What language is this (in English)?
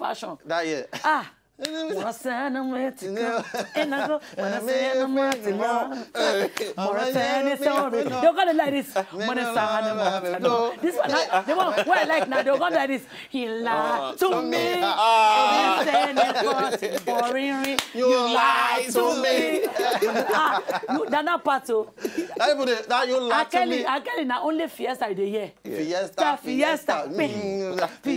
Nigerian Pidgin